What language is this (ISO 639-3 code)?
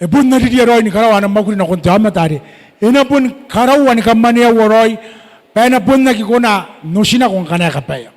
gil